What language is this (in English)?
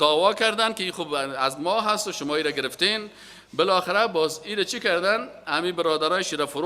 Persian